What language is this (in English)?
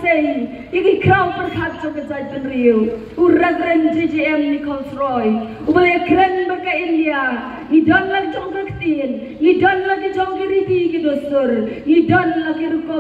Khasi